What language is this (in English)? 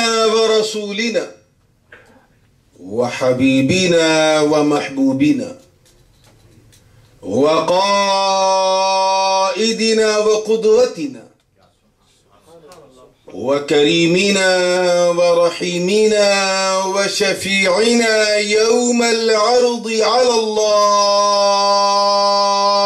Urdu